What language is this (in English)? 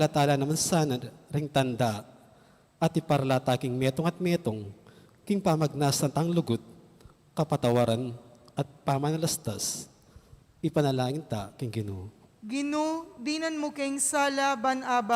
Pampanga